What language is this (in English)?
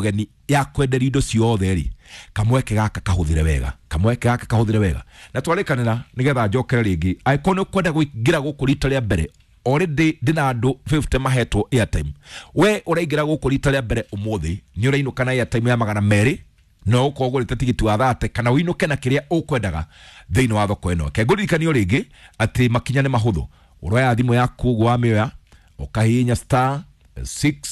Kikuyu